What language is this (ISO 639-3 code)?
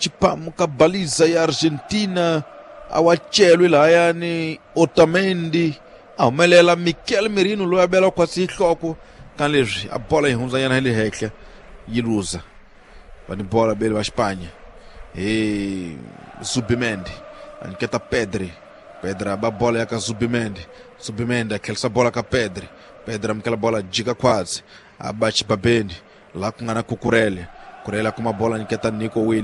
tso